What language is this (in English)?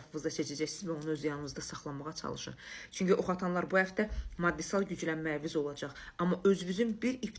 Azerbaijani